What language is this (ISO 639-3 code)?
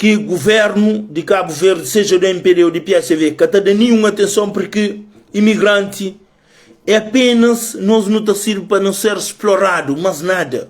kea